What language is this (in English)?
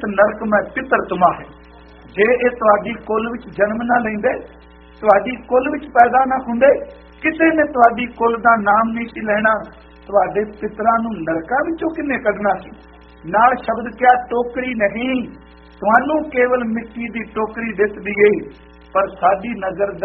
Punjabi